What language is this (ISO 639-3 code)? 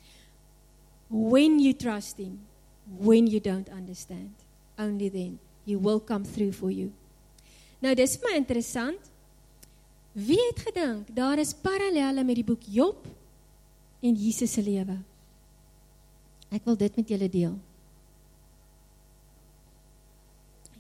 afr